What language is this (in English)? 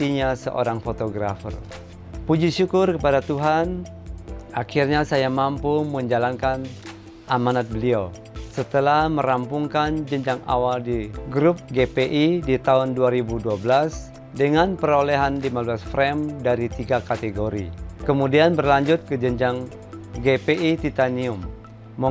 Indonesian